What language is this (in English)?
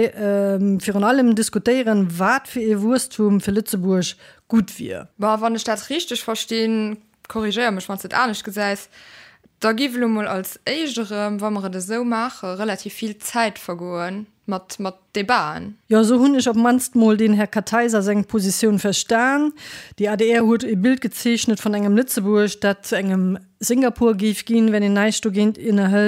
Luxembourgish